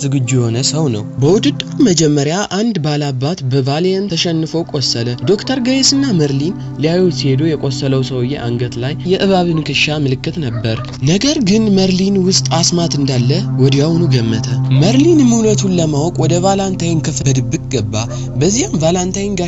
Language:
Amharic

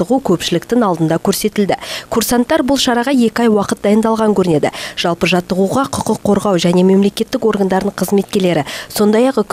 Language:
Kazakh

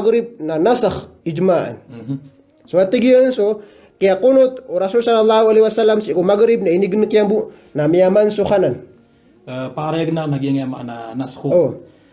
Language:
Maranao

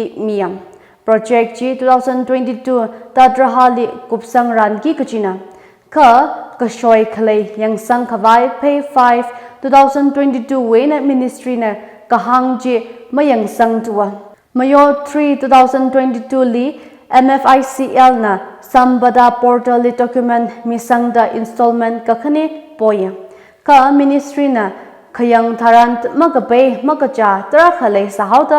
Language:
Tangkhul Naga (India)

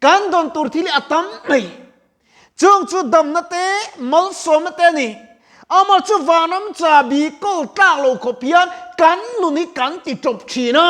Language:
Mizo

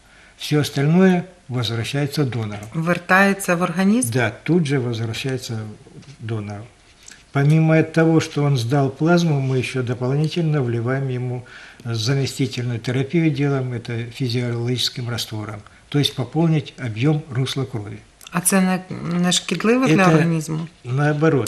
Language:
Russian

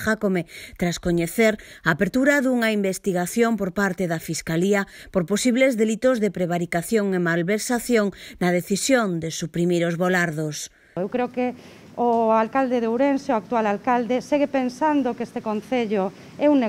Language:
Galician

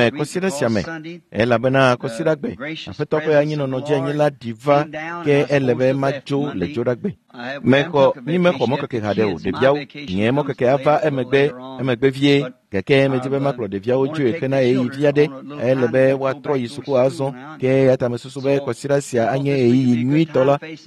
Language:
Ewe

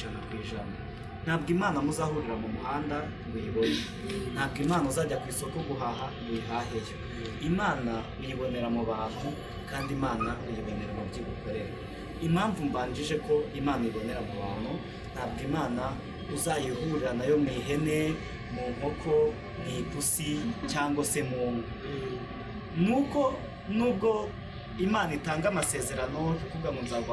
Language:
Kinyarwanda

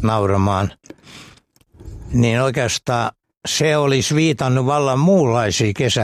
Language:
Finnish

